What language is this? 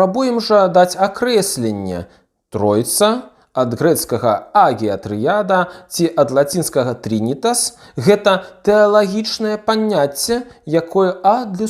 Belarusian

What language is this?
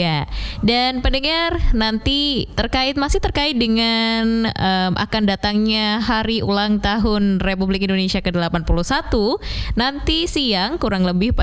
Indonesian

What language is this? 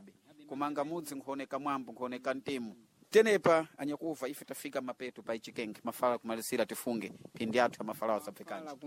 Sena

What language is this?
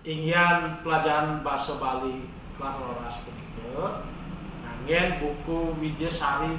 Balinese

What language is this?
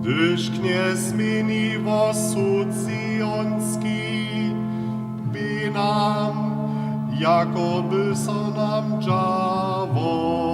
Upper Sorbian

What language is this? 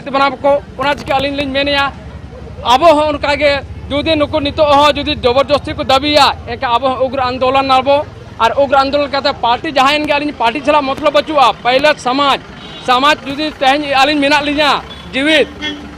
Santali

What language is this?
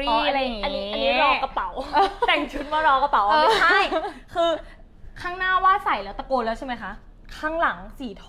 Thai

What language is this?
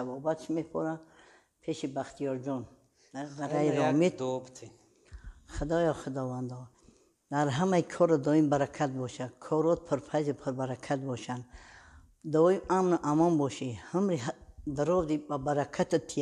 Tajik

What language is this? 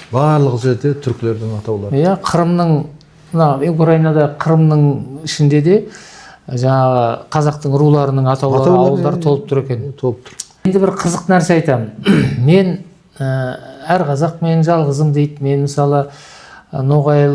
Kazakh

